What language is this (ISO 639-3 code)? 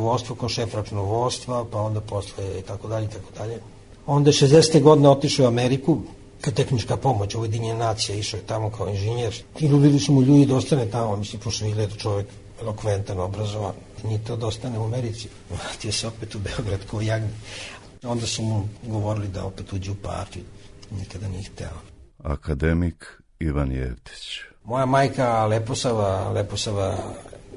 srp